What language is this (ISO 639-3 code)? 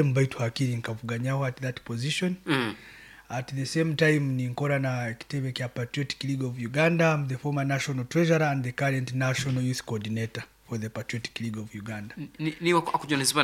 nyo